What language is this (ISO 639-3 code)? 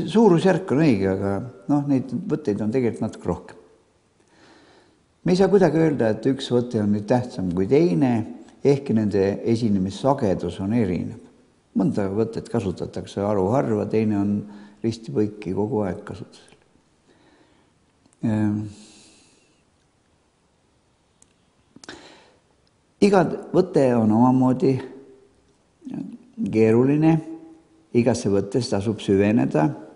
est